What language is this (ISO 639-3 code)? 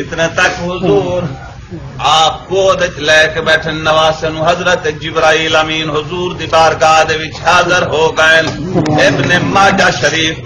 skr